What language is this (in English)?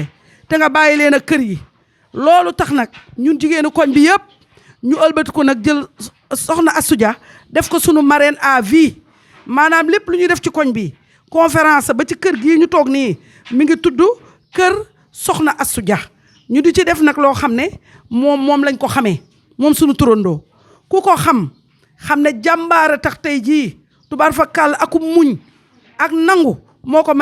Wolof